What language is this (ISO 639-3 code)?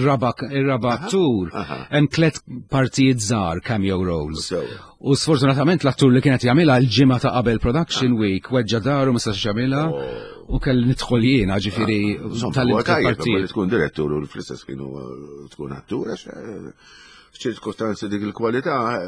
mlt